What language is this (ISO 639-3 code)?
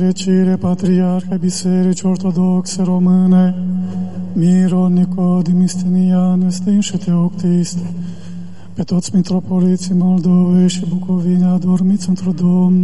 ron